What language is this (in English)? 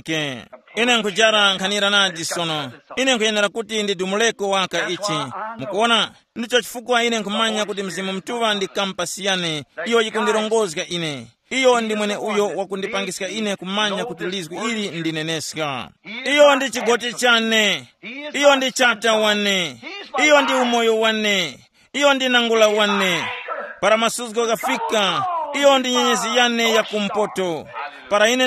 Tumbuka